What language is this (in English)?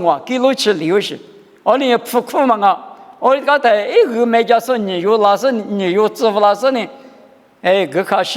Lisu